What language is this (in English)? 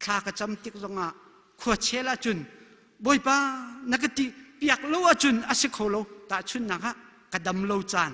Hakha Chin